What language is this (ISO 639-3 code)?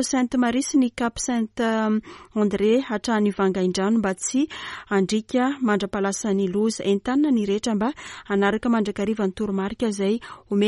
mlg